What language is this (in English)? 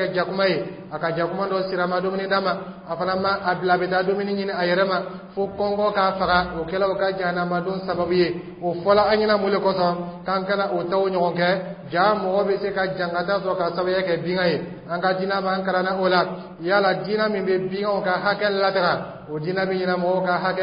Dyula